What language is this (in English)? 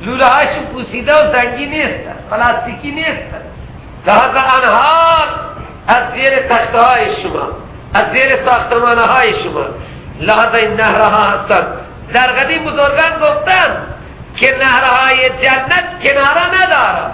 Persian